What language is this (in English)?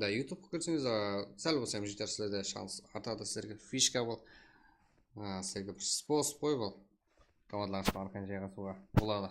Kara-Kalpak